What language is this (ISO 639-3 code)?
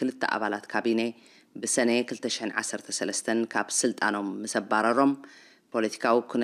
tir